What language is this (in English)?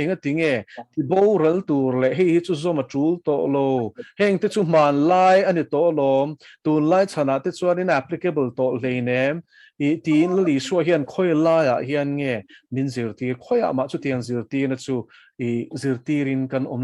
Mizo